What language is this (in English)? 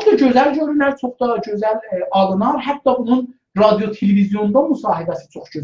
South Azerbaijani